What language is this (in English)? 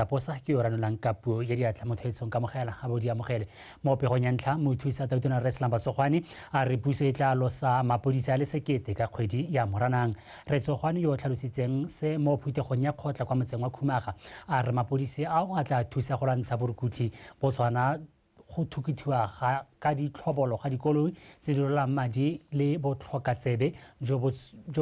Tswana